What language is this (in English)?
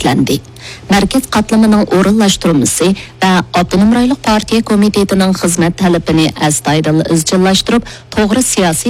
Uyghur